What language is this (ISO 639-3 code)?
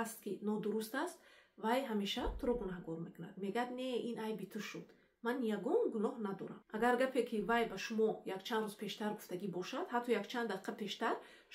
tgk